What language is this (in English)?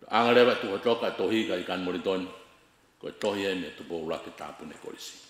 Tongan